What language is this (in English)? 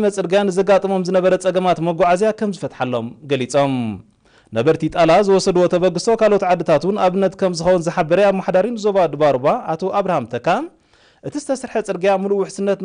Tigrinya